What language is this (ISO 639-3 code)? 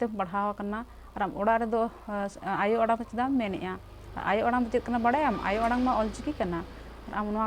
sat